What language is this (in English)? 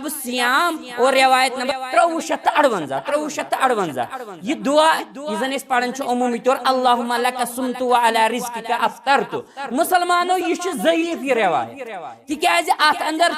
Kashmiri